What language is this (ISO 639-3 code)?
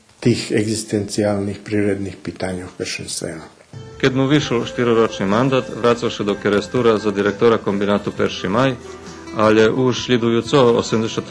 rue